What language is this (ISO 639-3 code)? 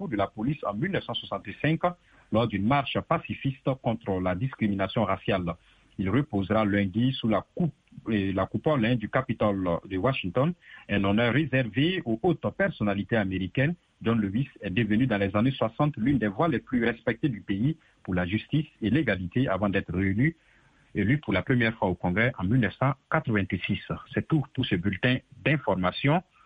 fra